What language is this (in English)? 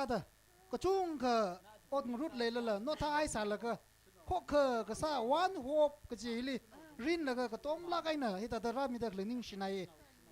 Tangkhul Naga (India)